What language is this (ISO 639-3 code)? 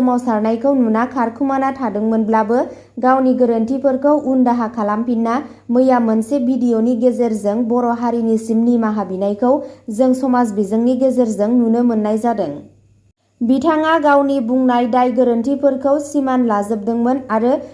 brx